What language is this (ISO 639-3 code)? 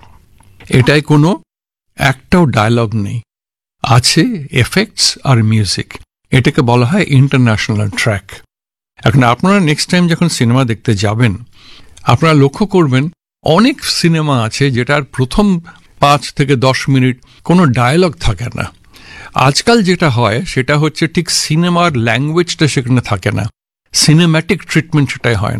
ben